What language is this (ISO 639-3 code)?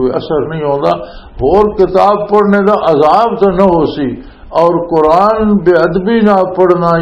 lah